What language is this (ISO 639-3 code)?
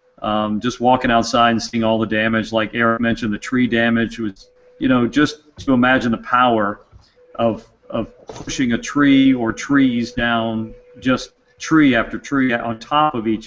eng